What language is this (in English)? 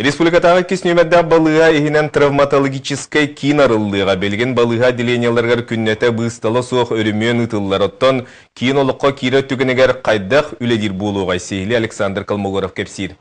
Yakut